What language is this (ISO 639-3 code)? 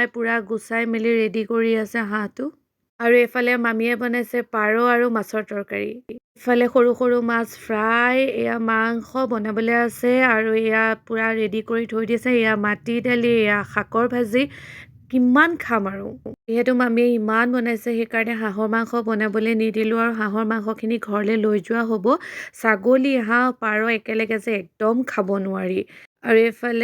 asm